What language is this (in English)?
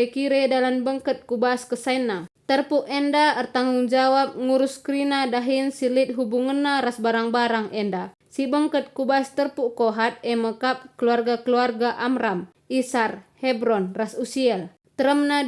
Batak Karo